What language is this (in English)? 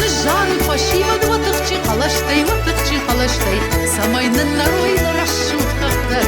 Ossetic